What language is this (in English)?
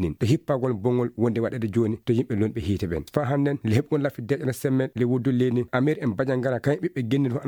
Maasina Fulfulde